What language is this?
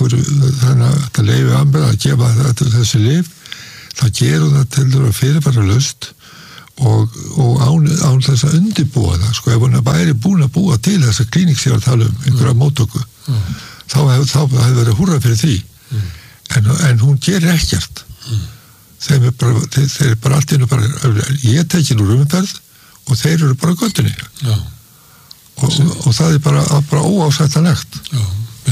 Icelandic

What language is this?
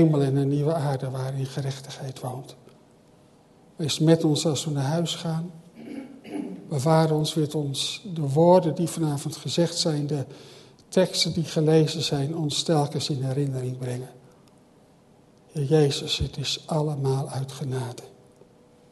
Dutch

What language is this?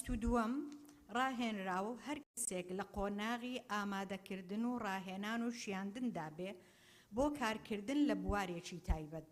Central Kurdish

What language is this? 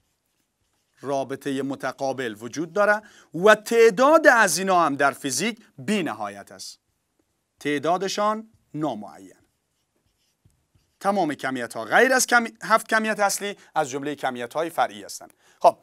Persian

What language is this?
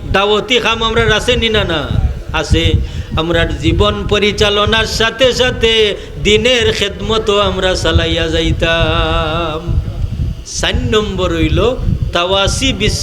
Sylheti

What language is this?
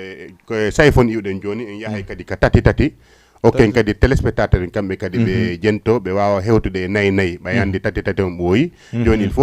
Fula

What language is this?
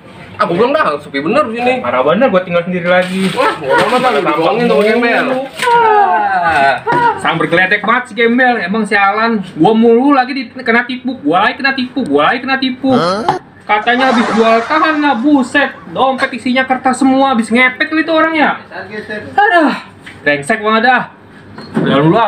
Betawi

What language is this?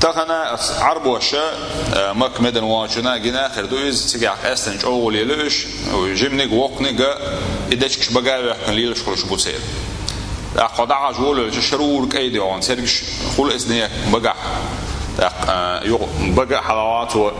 Chechen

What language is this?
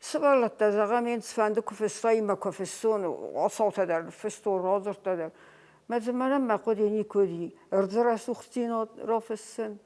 Ossetic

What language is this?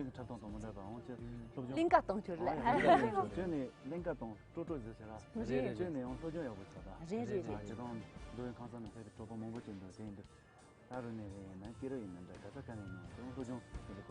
Tibetan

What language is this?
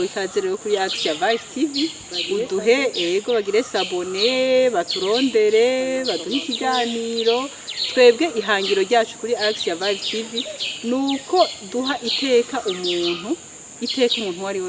Rundi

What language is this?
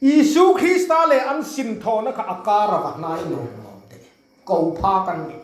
Hmar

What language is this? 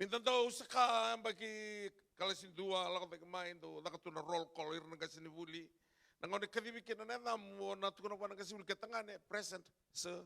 Fijian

